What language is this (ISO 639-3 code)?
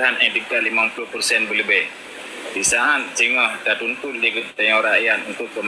ace